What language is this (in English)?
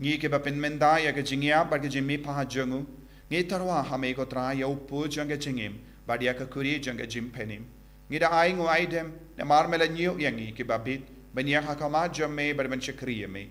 Khasi